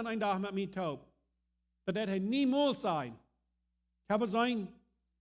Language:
Plautdietsch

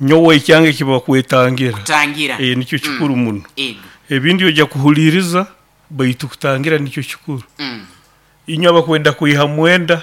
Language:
Nyoro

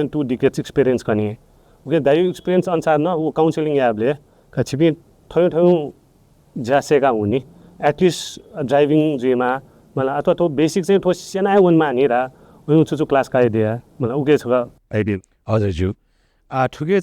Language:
Newari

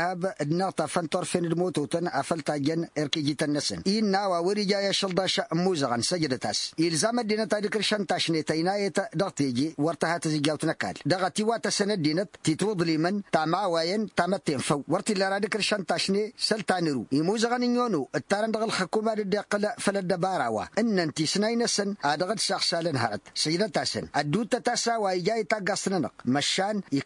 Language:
Tamasheq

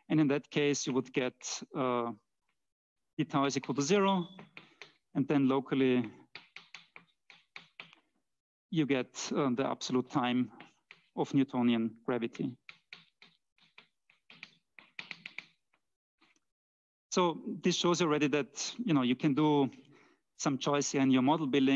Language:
English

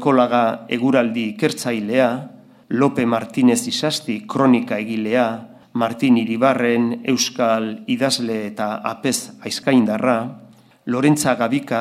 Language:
Basque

